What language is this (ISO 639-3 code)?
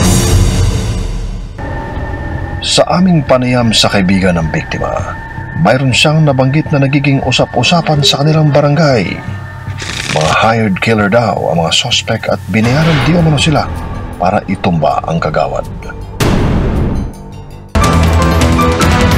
fil